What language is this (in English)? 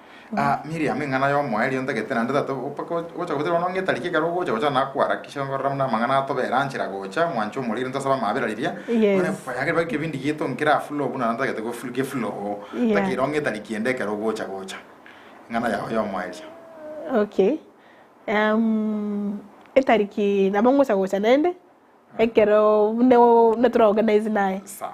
Gusii